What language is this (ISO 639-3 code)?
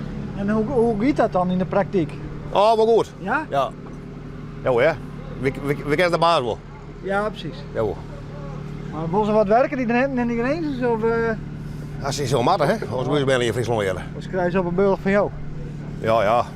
fry